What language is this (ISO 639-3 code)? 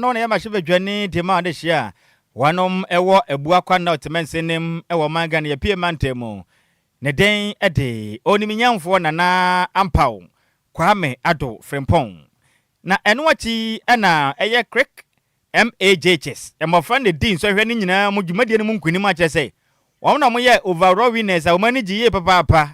aka